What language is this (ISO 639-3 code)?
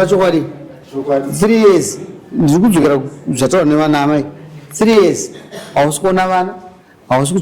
sna